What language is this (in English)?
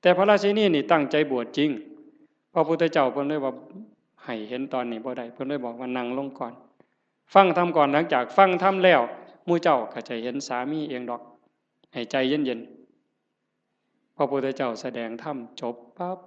Northeastern Thai